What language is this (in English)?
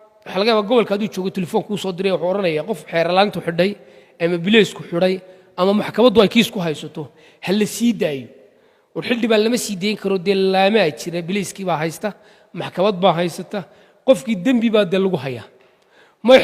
Somali